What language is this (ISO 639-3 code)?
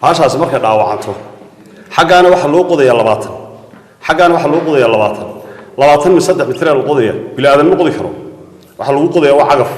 som